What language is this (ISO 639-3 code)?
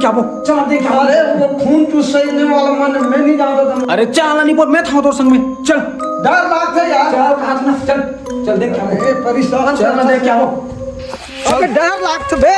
hne